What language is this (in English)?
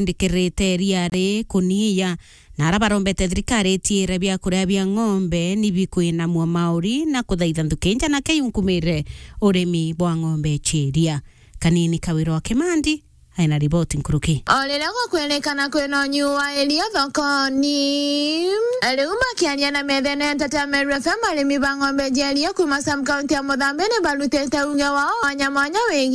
Meru